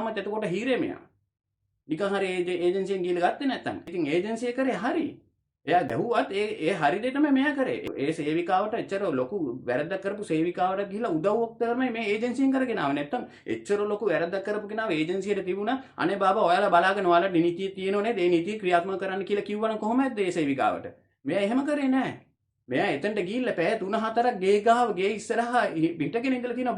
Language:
Sinhala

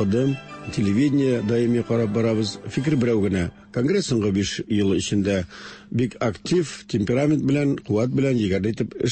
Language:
Tatar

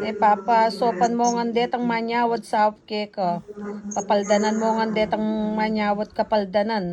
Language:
Pampanga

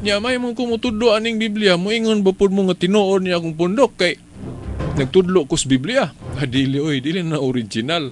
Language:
Cebuano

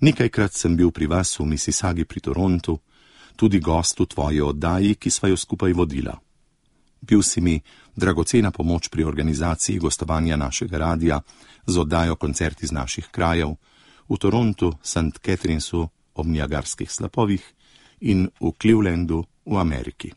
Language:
Slovenian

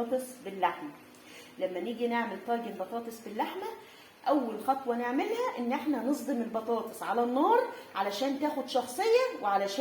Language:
Egyptian Arabic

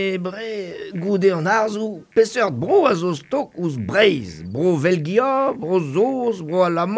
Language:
Breton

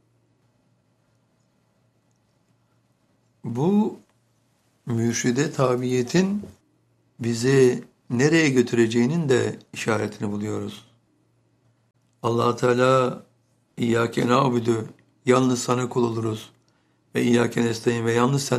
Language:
Turkish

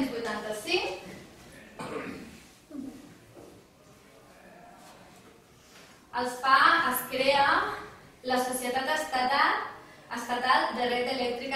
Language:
Catalan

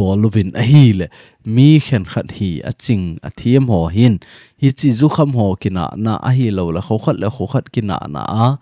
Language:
Thado Chin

